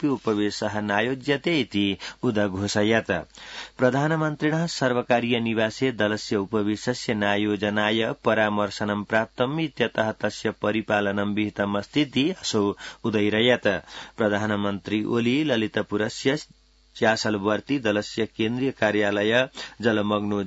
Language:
Sanskrit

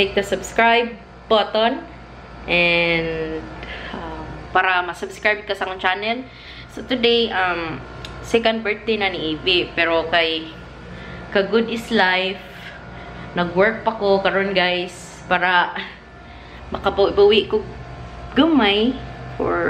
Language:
Cebuano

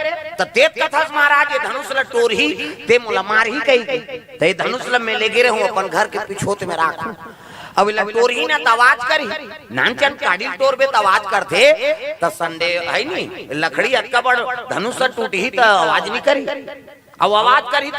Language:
Chhattisgarhi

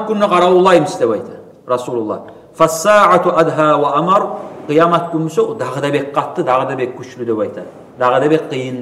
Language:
Kumyk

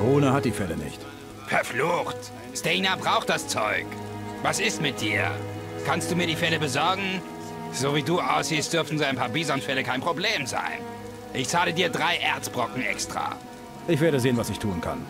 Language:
Bavarian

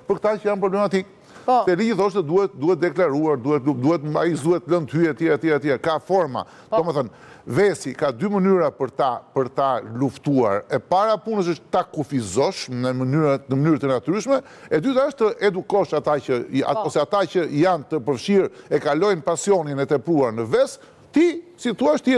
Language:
Albanian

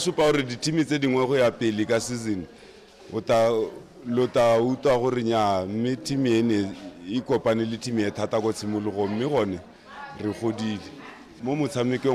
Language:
Tswana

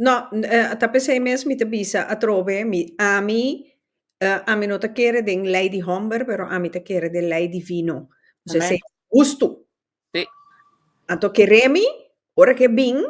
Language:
Papiamento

